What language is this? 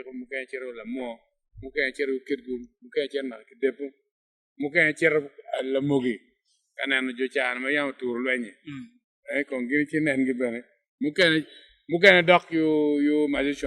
Acoli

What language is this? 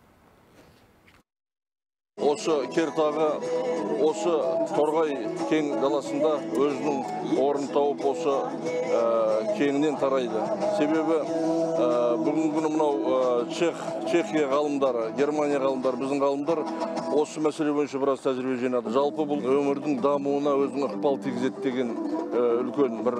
Kazakh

